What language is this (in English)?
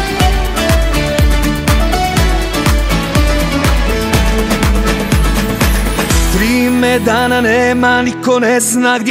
Croatian